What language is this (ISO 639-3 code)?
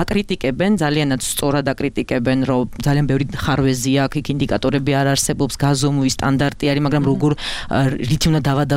kat